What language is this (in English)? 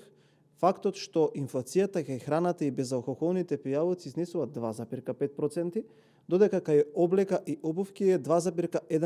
Macedonian